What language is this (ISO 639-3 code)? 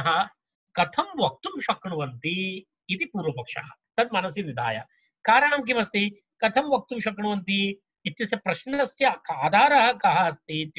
san